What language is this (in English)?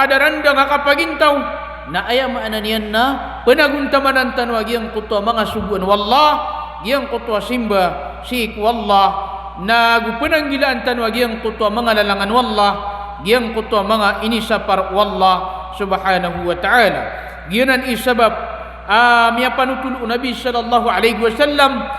Maranao